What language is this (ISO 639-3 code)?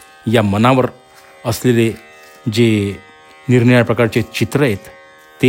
mar